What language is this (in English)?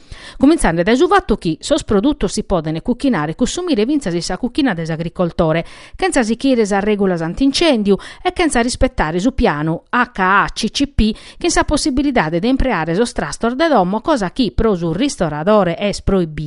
Sardinian